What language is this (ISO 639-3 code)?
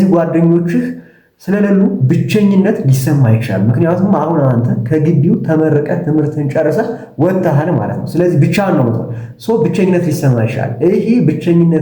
amh